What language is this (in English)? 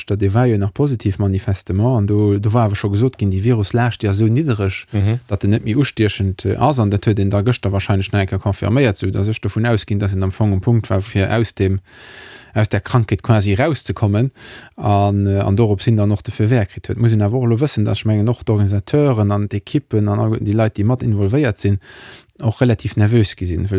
Luxembourgish